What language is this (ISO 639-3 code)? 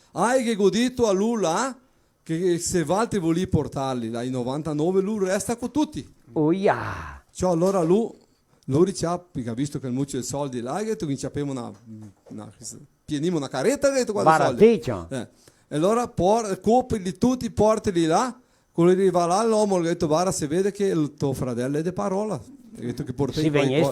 vec